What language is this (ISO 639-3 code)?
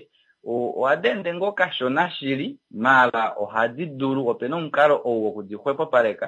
kua